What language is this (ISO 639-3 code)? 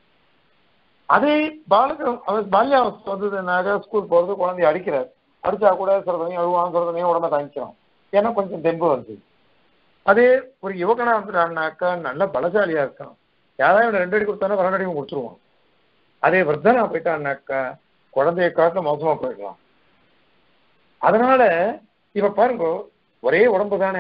tam